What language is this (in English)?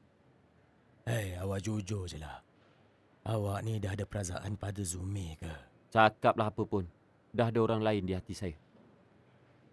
Malay